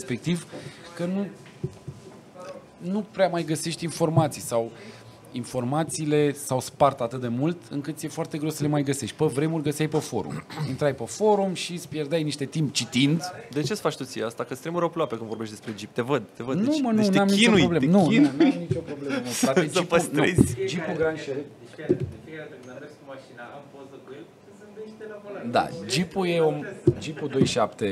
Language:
Romanian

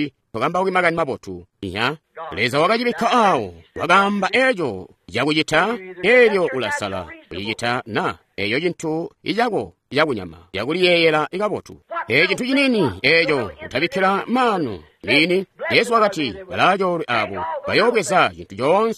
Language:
Tonga (Zambia)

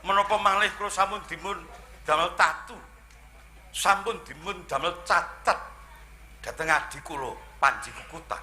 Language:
Javanese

